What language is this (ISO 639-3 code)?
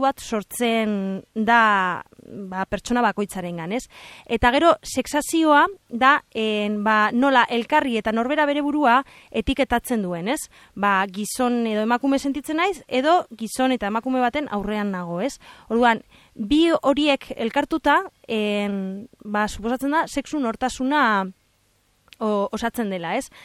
eus